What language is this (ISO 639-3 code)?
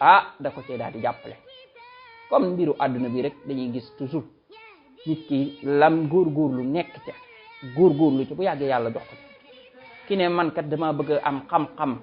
wol